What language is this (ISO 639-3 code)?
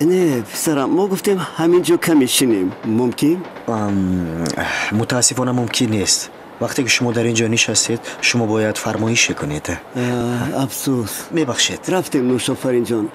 tgk